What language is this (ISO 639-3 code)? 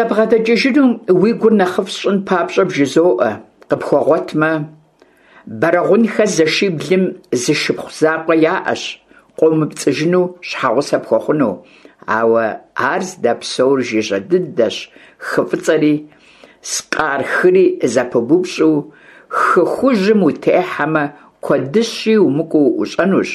kbd